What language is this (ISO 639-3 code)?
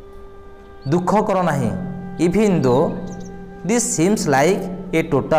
ori